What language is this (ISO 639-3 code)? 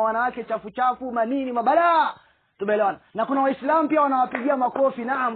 swa